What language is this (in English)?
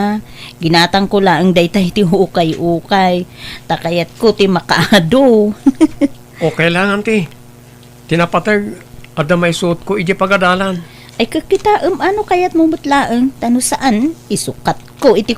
Iloko